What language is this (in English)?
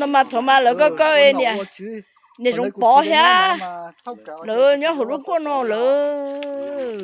Hmong